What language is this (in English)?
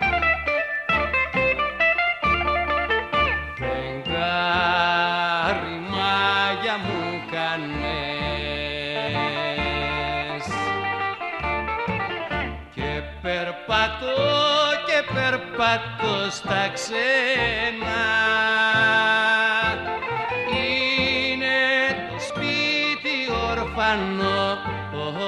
Greek